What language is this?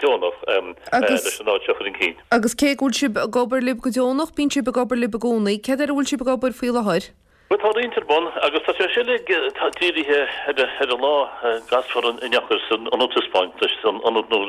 Irish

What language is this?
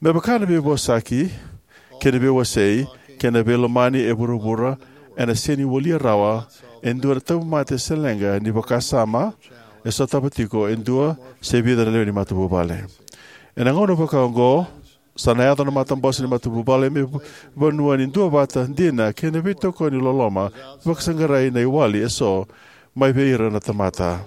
Fijian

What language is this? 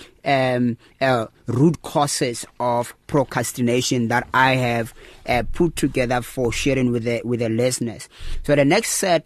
English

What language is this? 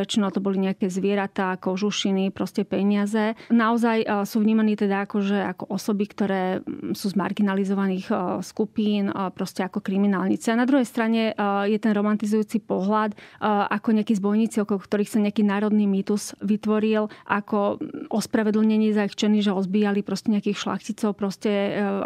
Slovak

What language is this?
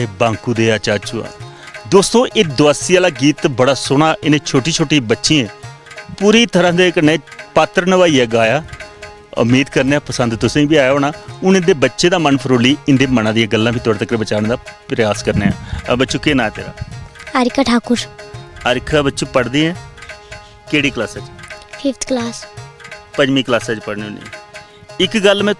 Dogri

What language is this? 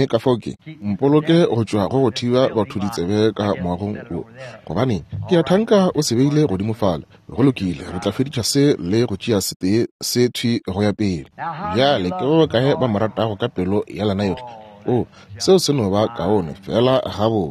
Northern Sotho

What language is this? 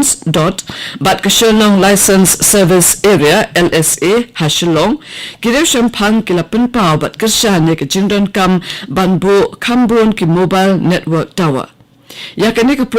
Khasi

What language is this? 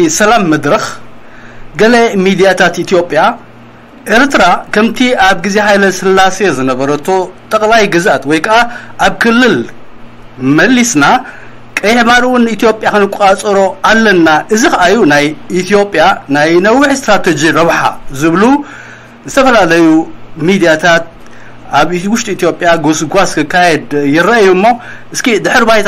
Tigrinya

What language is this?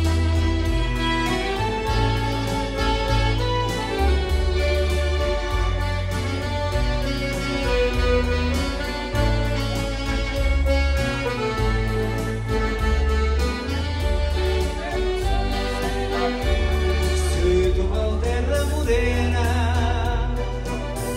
Portuguese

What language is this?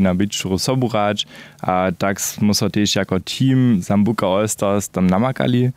Upper Sorbian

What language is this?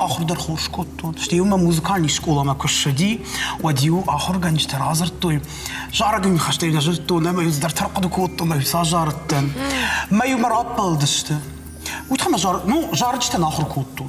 Ossetic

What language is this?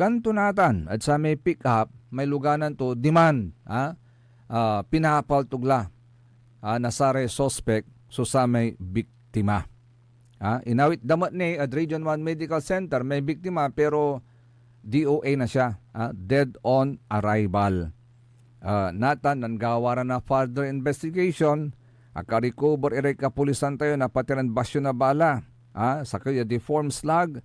Pangasinan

